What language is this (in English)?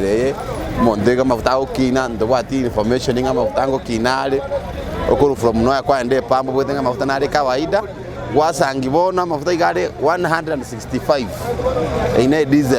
Gusii